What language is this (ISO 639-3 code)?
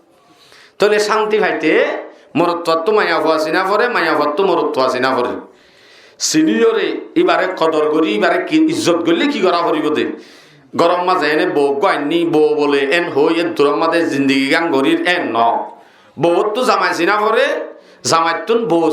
rhg